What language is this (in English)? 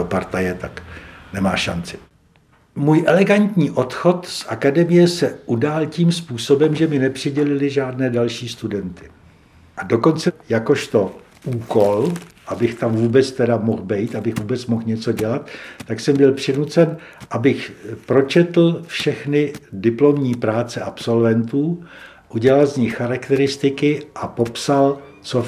Czech